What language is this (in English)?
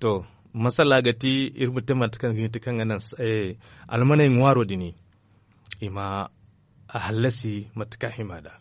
Zarma